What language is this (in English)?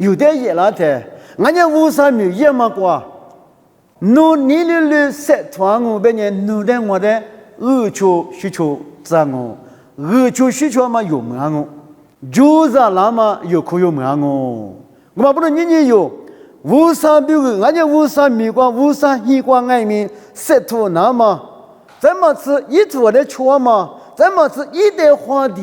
Lisu